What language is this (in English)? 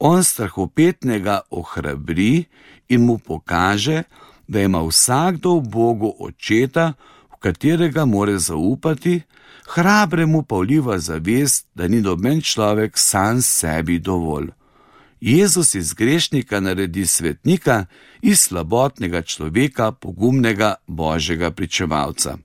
Slovenian